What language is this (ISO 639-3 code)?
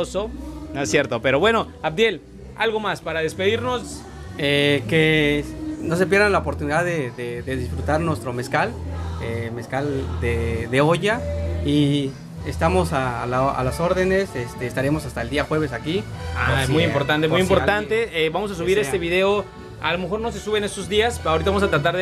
spa